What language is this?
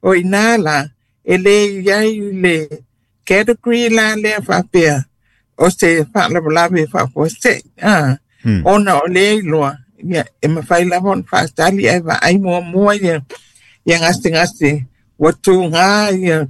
Samoan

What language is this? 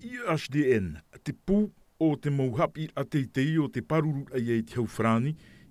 Tahitian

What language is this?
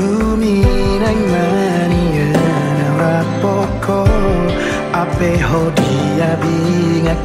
Batak Toba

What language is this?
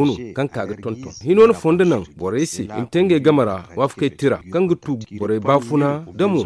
Zarma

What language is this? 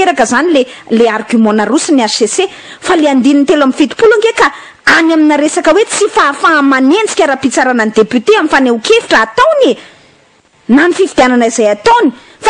Malagasy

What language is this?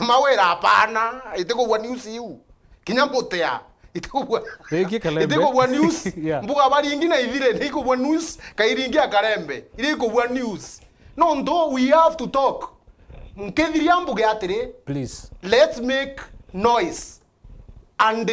Meru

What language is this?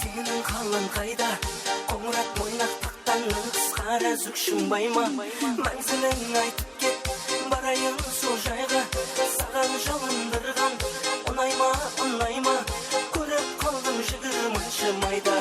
Kara-Kalpak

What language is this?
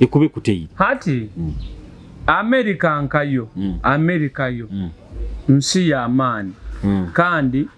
Nyoro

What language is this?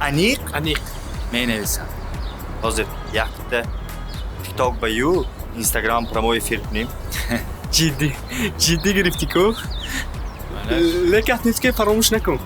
Tajik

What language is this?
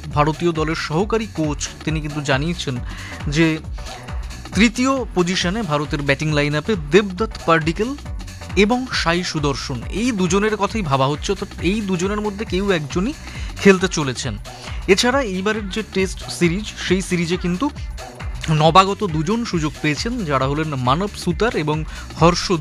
Bangla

